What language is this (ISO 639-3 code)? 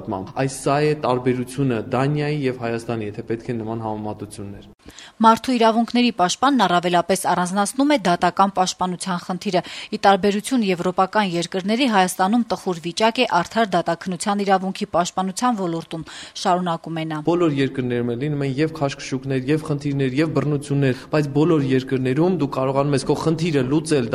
hye